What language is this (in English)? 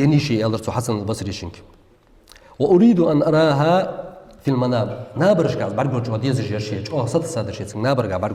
Ingush